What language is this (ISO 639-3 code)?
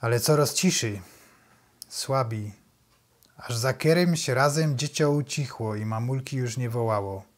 szl